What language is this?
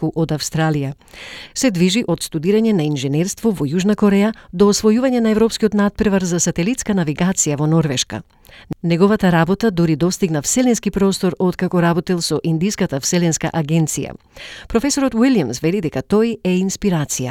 Macedonian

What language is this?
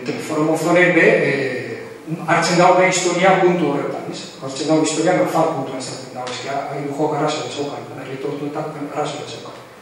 Basque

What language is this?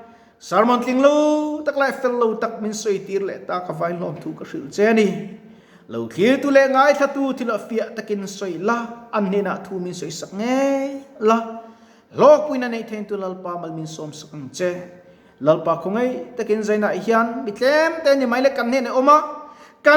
Mizo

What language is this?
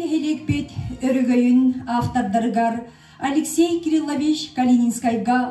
Yakut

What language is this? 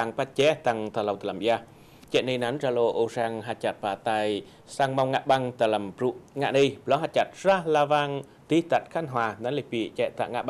Eastern Cham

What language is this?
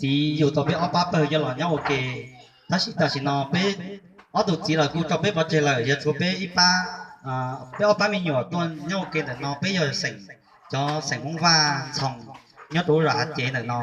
Hmong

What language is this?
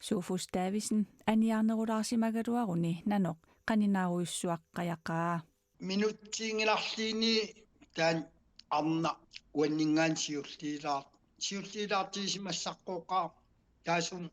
Kalaallisut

